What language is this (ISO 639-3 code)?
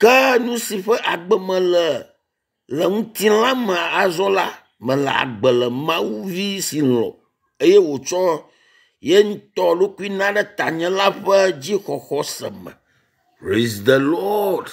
ewe